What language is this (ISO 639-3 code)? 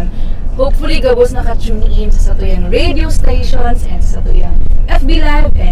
bik